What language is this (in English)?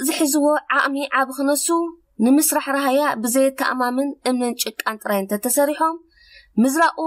Tigrinya